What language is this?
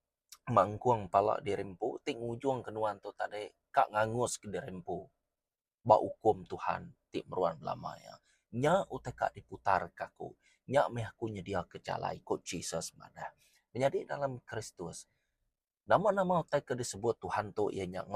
Iban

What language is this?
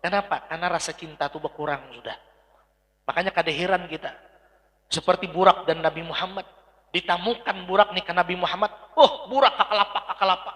Banjar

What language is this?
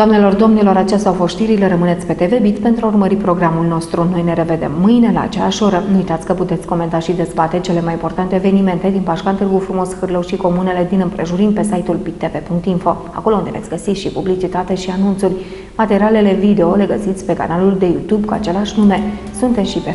Romanian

